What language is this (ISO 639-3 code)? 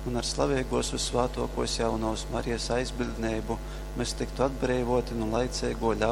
ltg